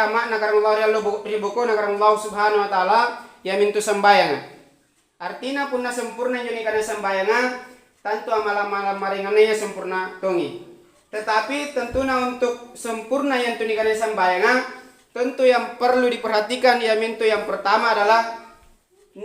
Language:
Makasar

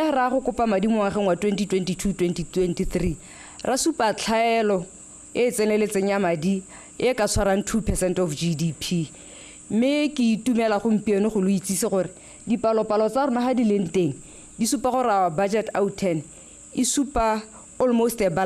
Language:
Tswana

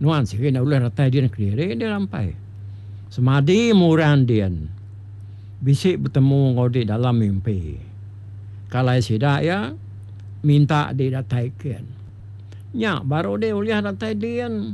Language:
Iban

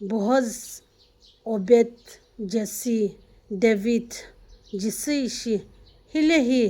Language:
Sumi Naga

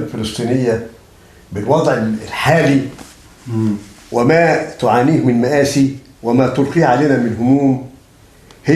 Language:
Egyptian Arabic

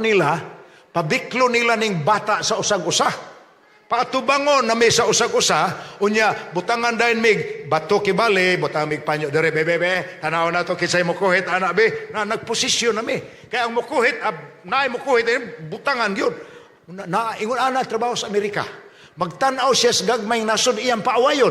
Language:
Cebuano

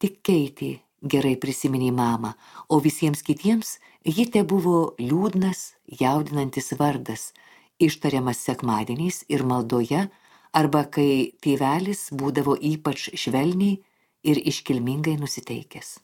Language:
Lithuanian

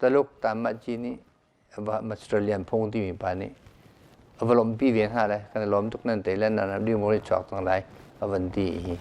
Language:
Hakha Chin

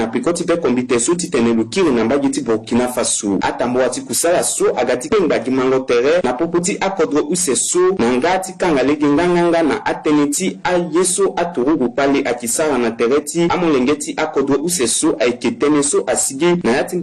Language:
Sango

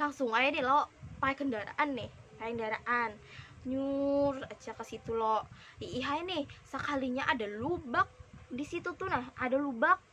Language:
Banjar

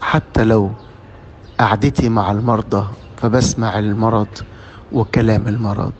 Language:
Egyptian Arabic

